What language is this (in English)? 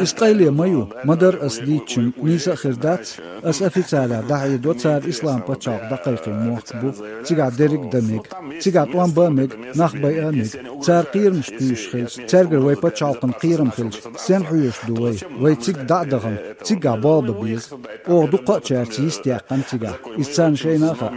Chechen